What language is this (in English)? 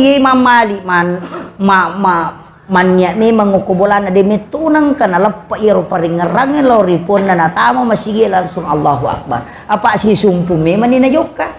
Buginese